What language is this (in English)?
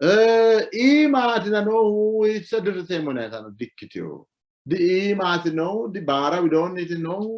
Sidamo